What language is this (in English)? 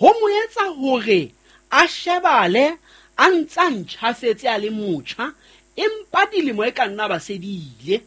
Southern Sotho